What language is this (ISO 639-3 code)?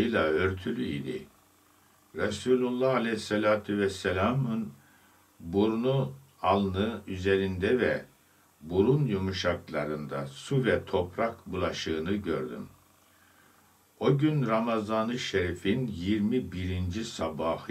tur